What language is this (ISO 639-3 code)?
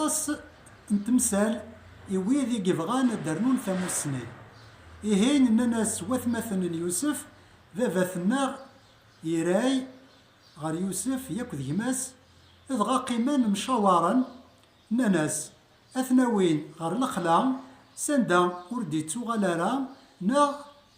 kab